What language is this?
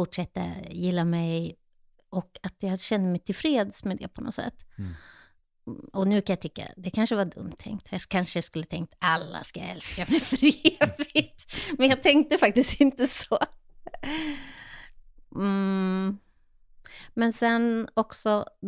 Swedish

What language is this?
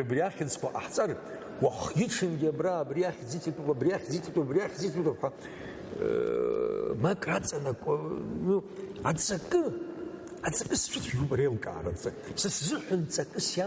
Abkhazian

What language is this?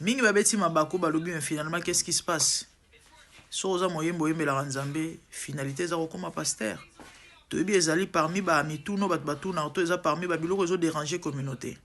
Lingala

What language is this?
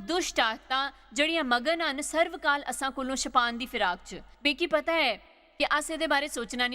Dogri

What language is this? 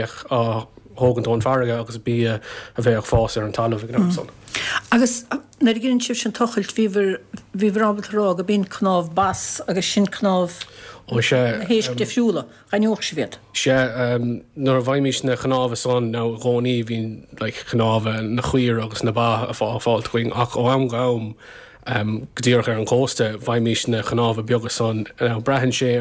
Irish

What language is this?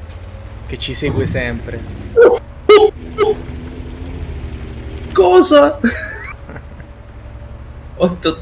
Italian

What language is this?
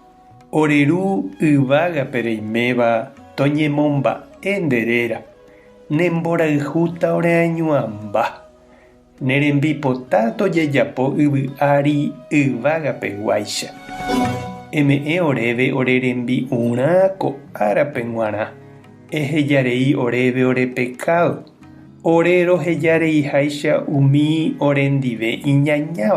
Guarani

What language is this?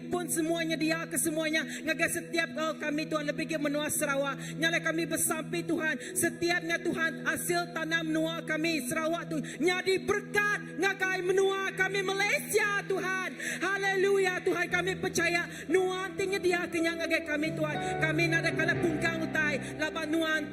Iban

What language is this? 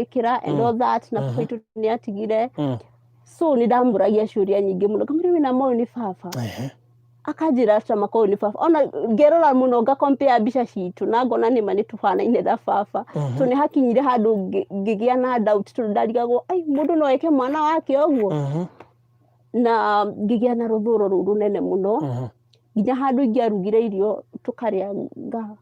Kikuyu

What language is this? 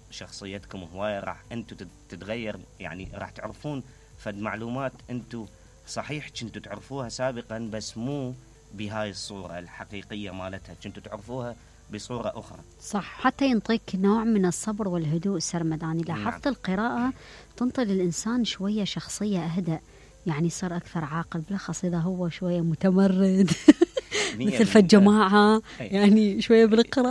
Mesopotamian Arabic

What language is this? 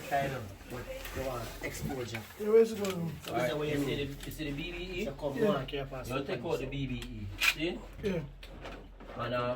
Jamaican Creole English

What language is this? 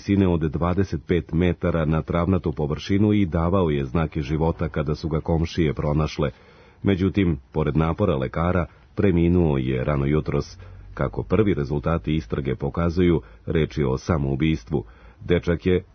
Serbian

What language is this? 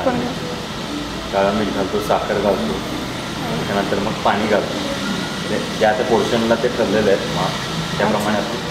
Marathi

